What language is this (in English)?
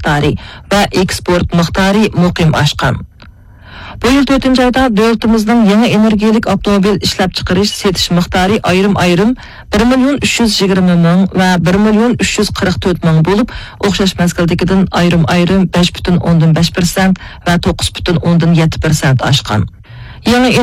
Uyghur